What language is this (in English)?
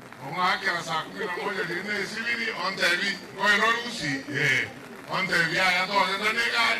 Gusii